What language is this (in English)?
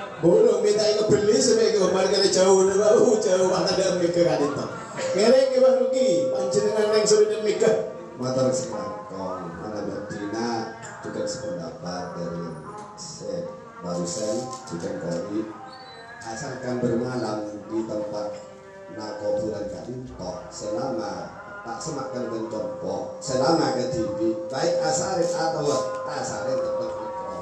Indonesian